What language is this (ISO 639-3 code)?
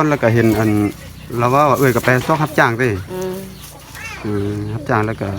tts